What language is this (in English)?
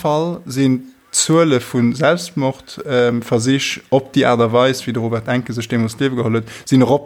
Luxembourgish